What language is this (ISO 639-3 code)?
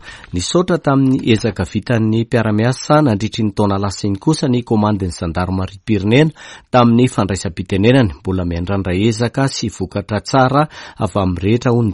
mlg